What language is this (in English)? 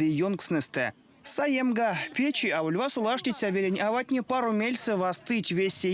Erzya